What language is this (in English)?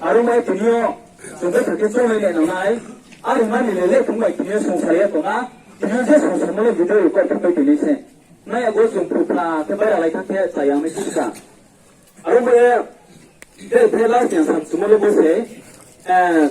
Riang (India)